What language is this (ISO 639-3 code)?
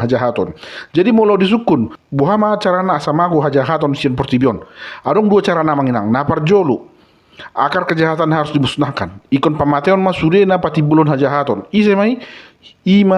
bbc